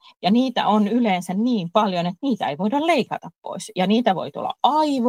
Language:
Finnish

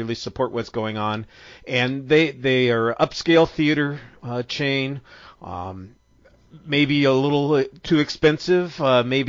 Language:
English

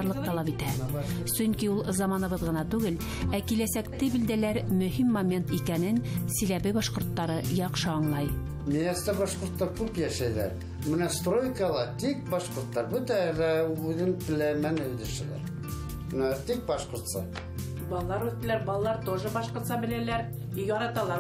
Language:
Bashkir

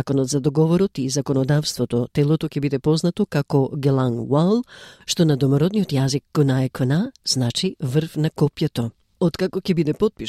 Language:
Macedonian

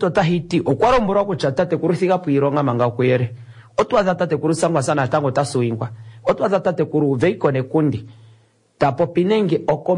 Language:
Kuanyama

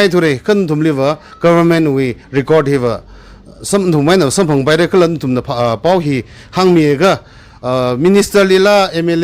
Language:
Tangkhul Naga (India)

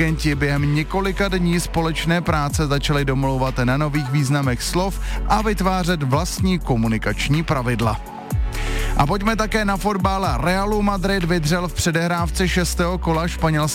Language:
Czech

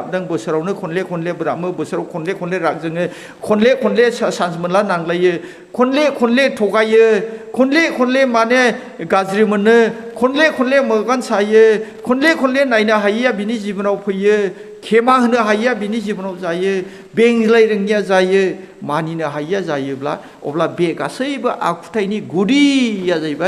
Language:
Bodo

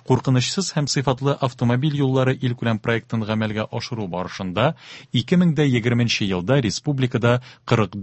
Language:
Tatar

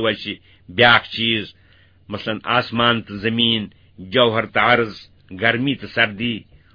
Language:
Kashmiri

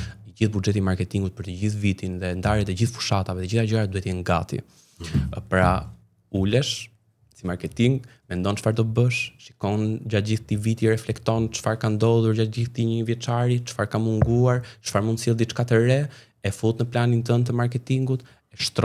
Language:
Albanian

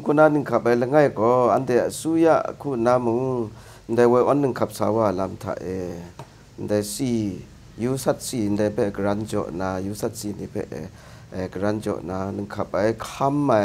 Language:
Kachin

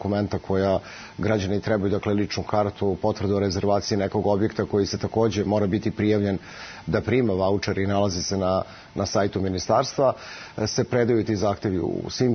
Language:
Serbian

